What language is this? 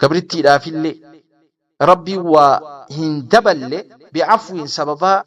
Oromo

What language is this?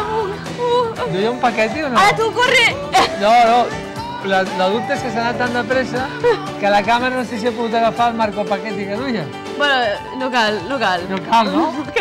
Catalan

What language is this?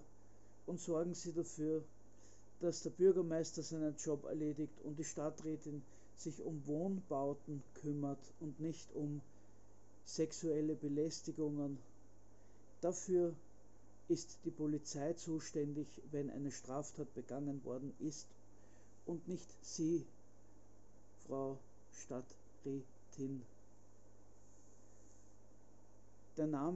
German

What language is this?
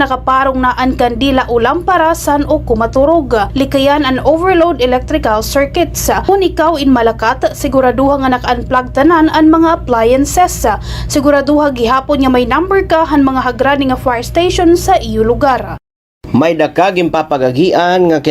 Waray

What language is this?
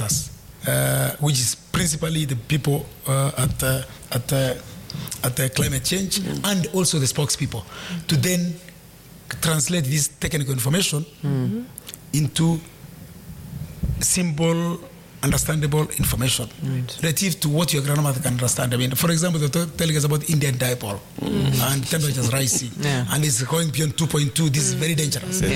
Swahili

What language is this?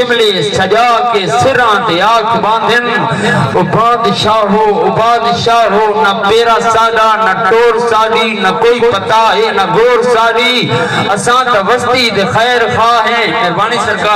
Saraiki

